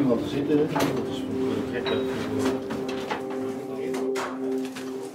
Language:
Dutch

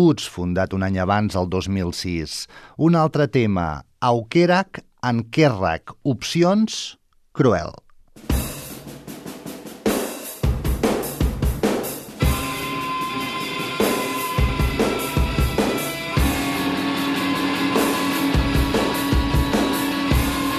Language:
Catalan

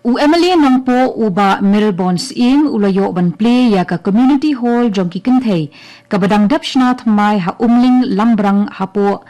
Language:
Khasi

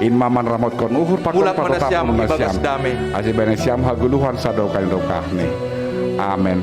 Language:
Batak Simalungun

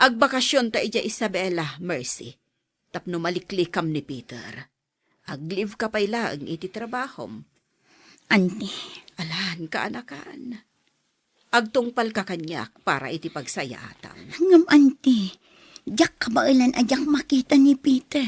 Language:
Iloko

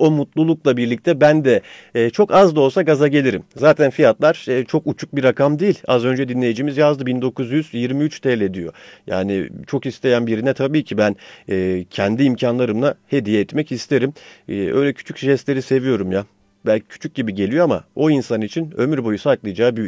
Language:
Turkish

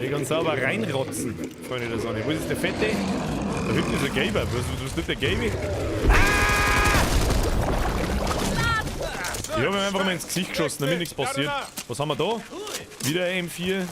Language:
Bavarian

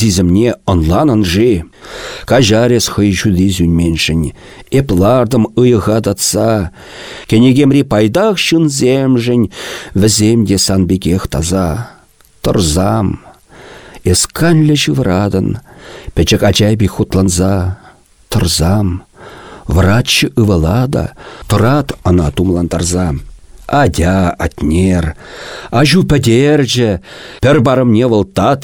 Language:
Chuvash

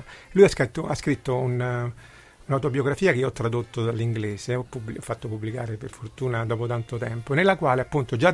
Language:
Italian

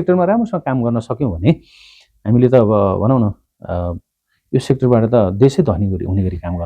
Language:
Nepali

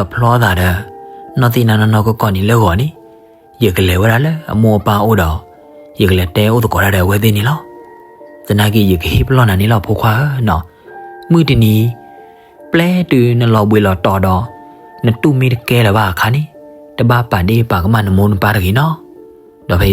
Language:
S'gaw Karen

